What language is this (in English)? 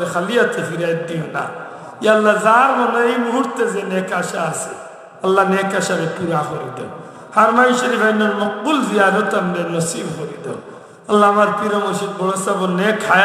Sylheti